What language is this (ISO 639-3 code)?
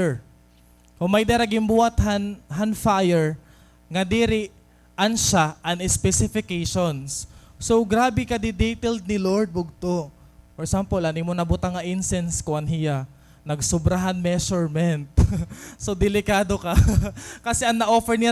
war